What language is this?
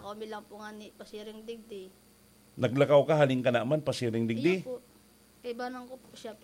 Bikol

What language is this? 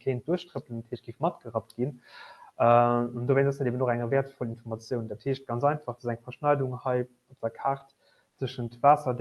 Luxembourgish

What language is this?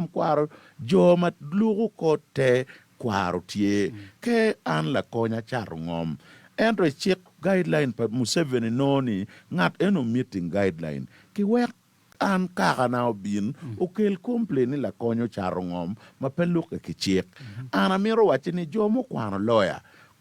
Acoli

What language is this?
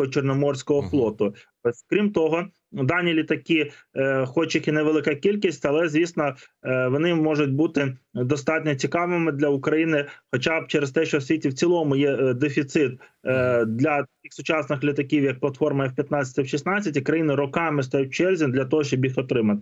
Ukrainian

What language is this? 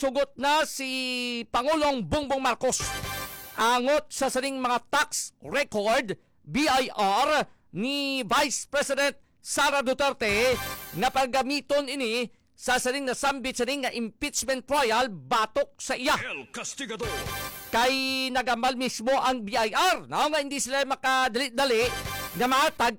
Hiligaynon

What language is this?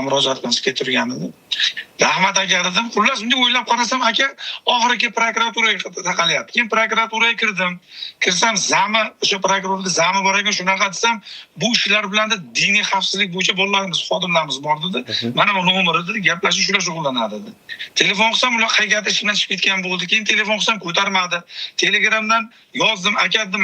Uzbek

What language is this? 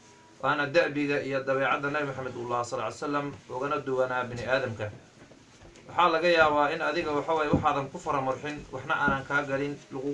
Somali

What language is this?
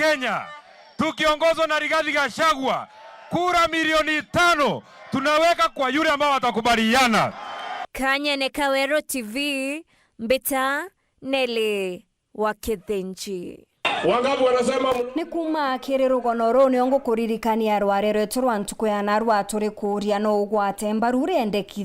Meru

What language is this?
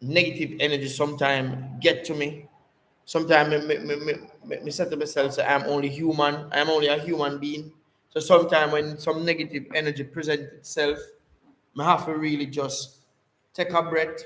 Jamaican Creole English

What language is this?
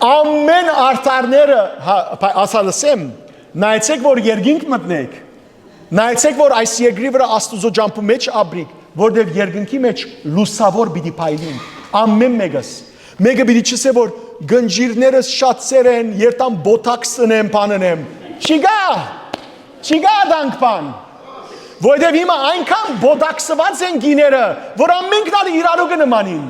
Western Armenian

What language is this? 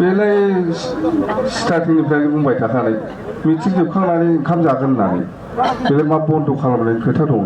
Bodo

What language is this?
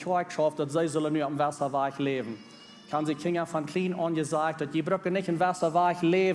Plautdietsch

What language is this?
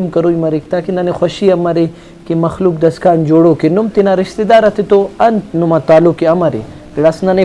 Brahui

